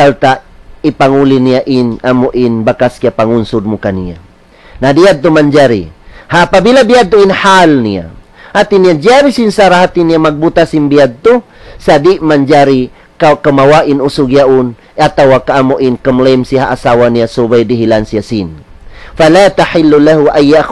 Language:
Tausug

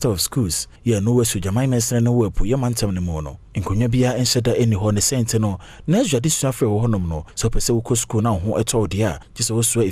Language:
Akan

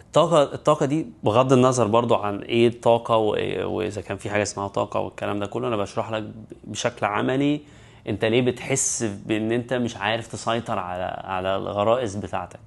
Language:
Egyptian Arabic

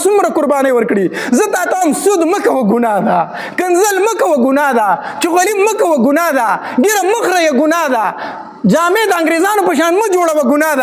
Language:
Pashto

